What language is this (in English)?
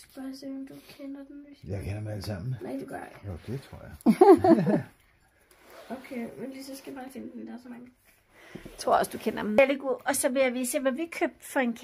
Danish